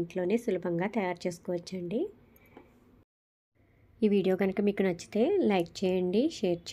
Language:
Telugu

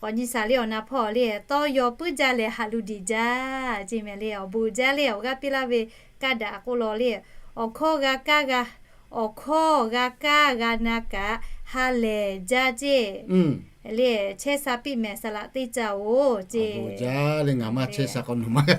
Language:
Lahu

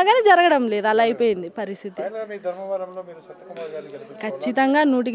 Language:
Telugu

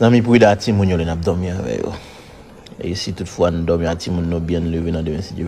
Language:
Haitian Creole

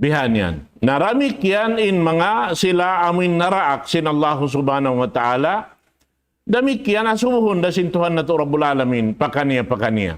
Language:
Tausug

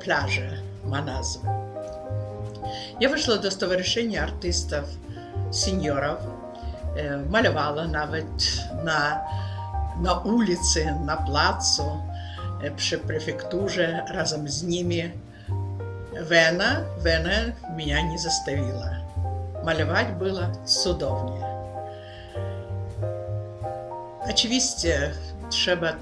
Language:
Polish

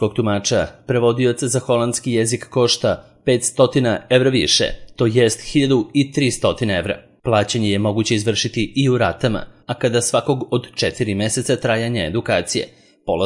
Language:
Serbian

